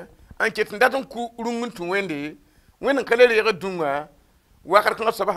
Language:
Mossi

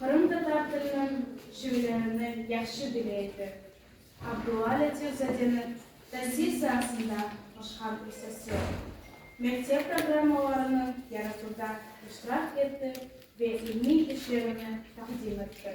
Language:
Crimean Tatar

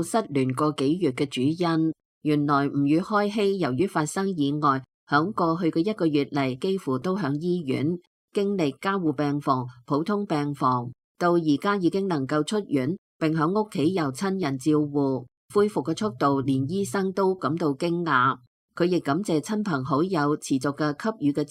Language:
Cantonese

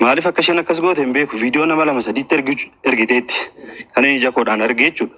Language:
Oromo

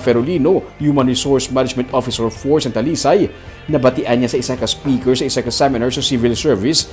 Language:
Hiligaynon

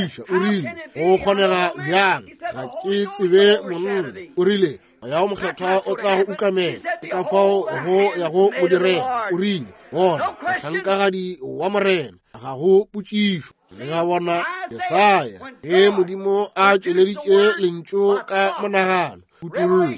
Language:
Northern Sotho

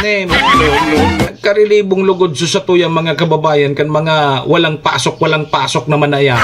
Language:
Bikol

